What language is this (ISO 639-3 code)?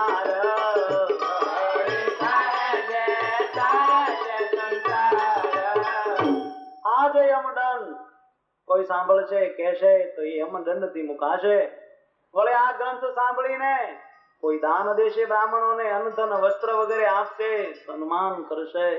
guj